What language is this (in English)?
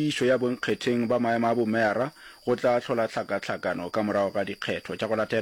Northern Sotho